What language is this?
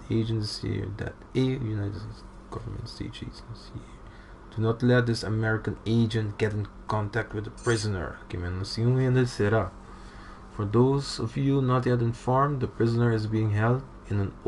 Papiamento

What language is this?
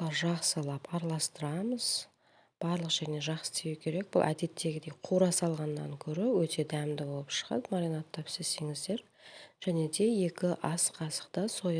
Kazakh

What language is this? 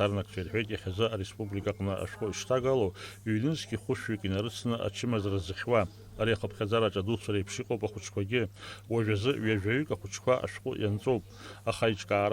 Abkhazian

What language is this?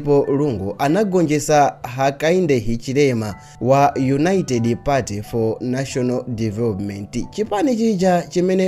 Nyanja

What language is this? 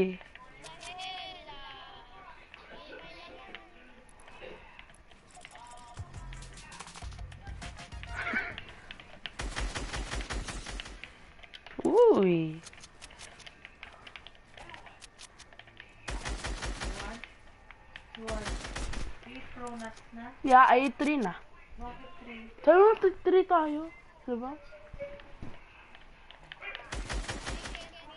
Filipino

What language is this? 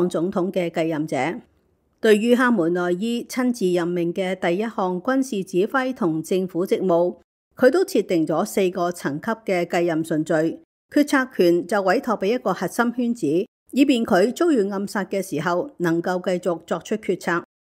Cantonese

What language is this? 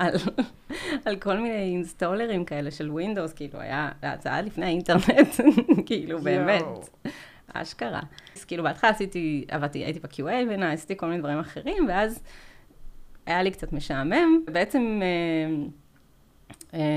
Hebrew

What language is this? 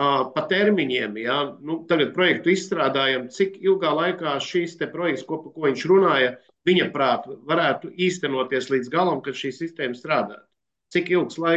Latvian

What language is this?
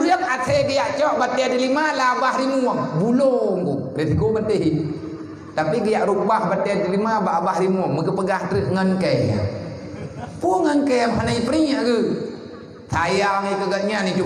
Achinese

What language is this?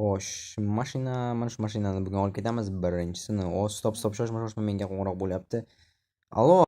Uzbek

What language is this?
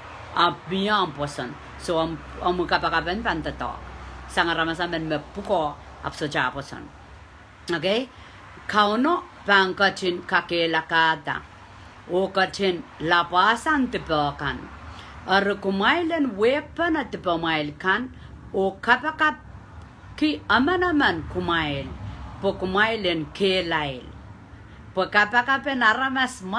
Pohnpeian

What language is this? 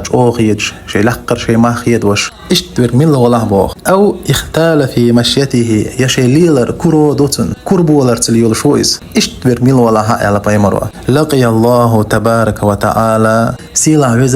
Chechen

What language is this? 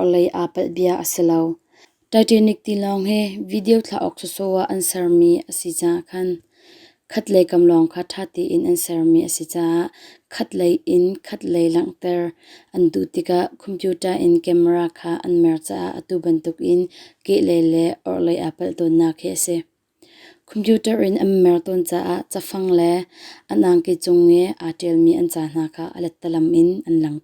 Hakha Chin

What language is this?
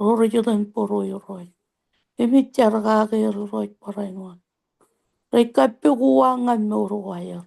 Marshallese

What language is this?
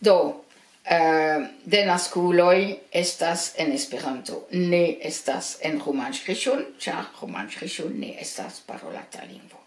Esperanto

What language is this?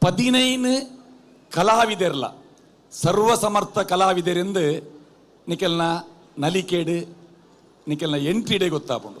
Tulu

